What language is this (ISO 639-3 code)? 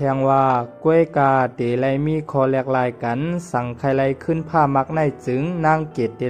shn